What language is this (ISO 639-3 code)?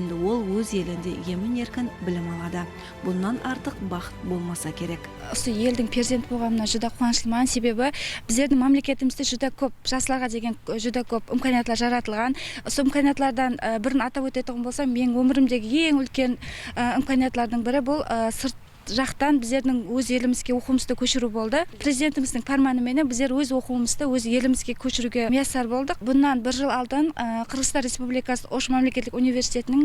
kaa